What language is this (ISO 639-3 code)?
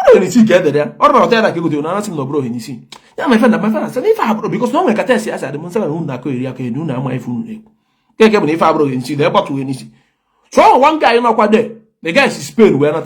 ibo